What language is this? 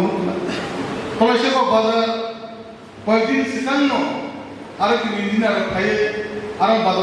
Kok Borok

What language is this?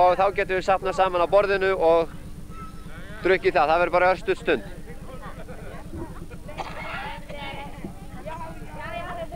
Icelandic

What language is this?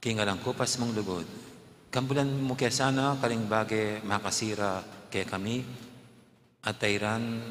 Pampanga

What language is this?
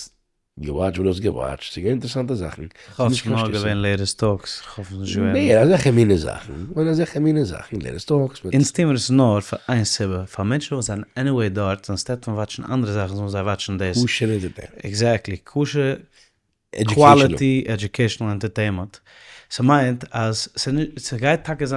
Yiddish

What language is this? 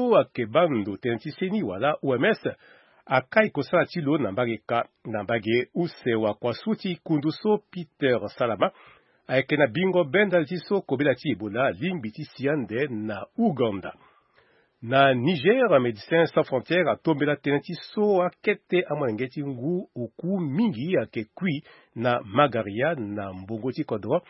Sango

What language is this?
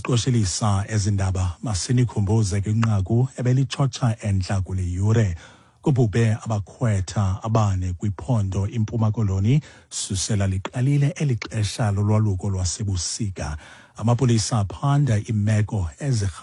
Xhosa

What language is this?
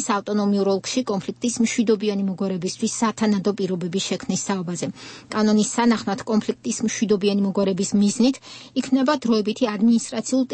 Georgian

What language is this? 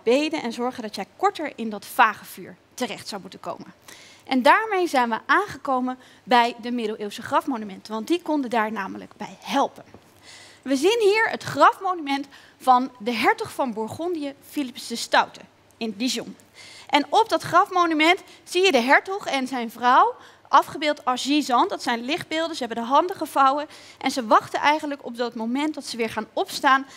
Dutch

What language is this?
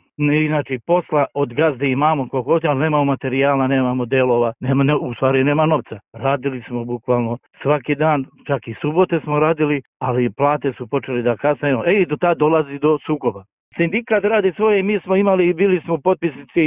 Serbian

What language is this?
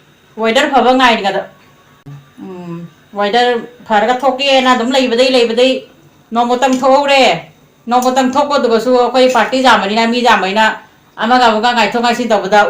Manipuri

